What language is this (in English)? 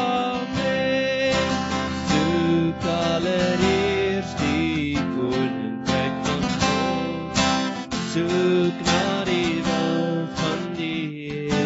Afrikaans